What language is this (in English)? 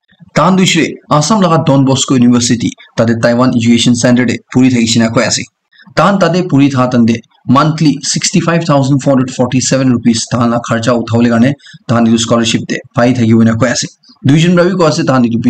Naga Pidgin